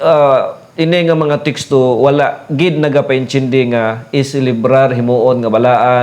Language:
Hiligaynon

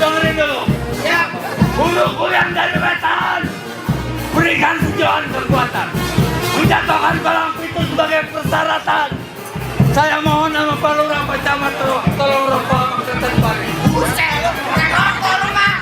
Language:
Betawi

